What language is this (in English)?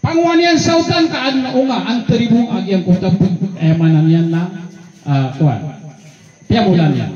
Maranao